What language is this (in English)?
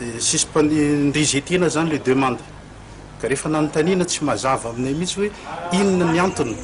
Malagasy